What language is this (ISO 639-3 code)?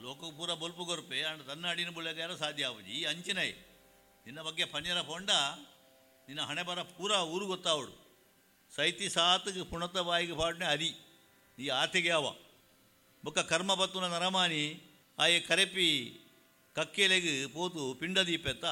tcy